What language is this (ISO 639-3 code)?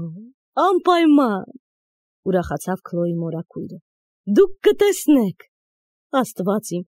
hye